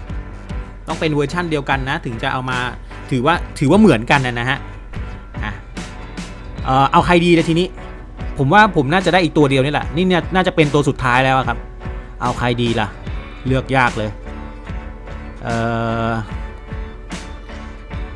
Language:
Thai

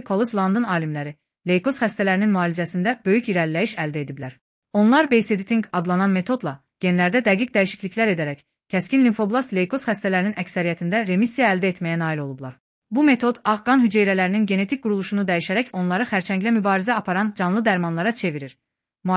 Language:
Azerbaijani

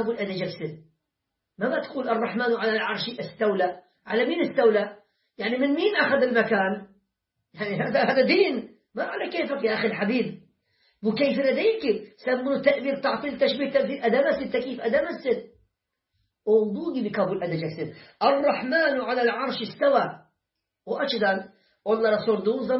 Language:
Turkish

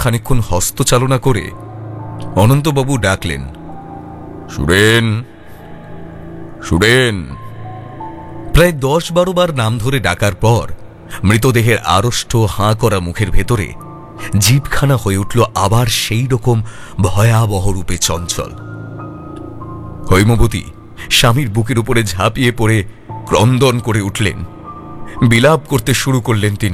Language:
Bangla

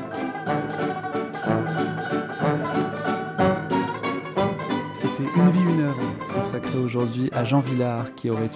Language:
French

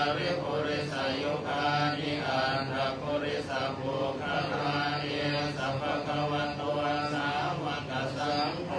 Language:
Pali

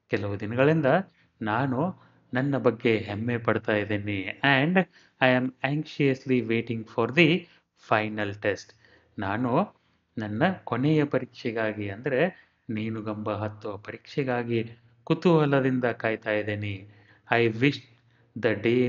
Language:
Kannada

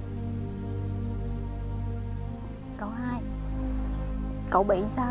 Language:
Vietnamese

